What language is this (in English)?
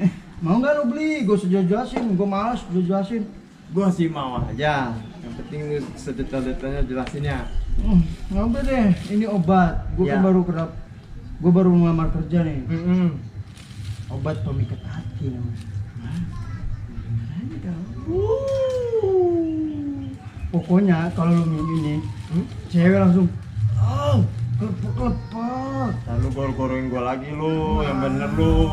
Betawi